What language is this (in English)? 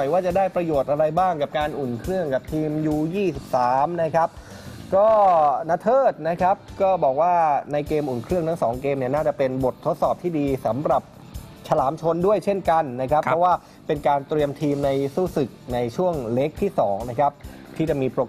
Thai